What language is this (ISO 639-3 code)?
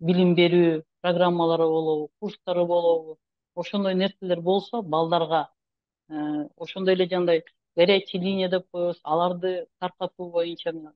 kir